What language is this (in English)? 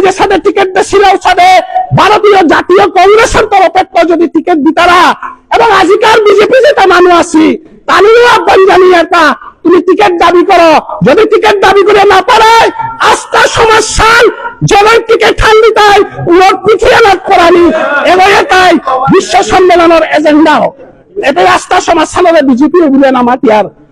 Bishnupriya